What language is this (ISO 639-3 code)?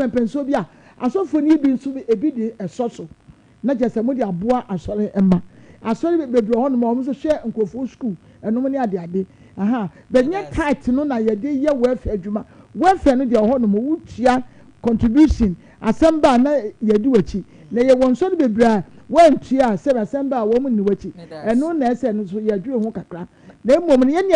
aka